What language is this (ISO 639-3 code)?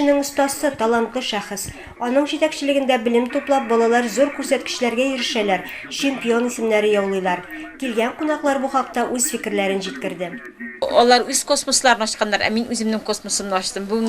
tat